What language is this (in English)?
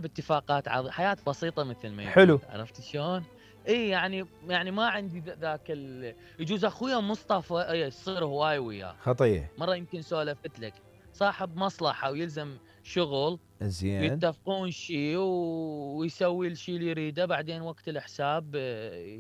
Mesopotamian Arabic